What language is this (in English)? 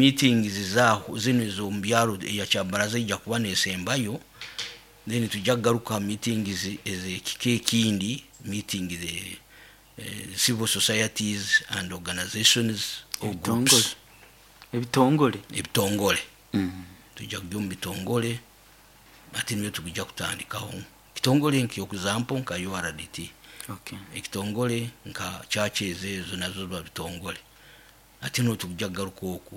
Nyoro